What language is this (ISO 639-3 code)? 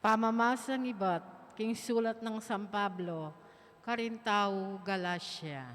pam